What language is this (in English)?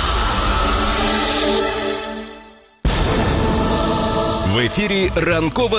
Ukrainian